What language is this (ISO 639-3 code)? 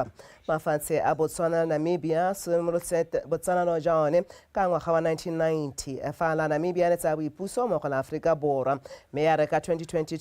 tsn